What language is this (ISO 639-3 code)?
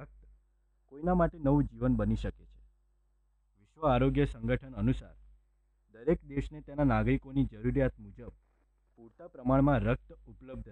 guj